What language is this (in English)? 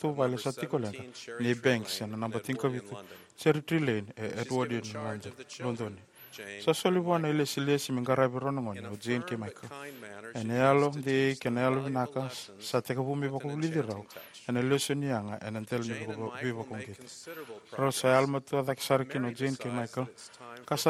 Fijian